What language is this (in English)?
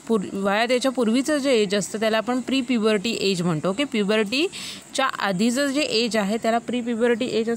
Marathi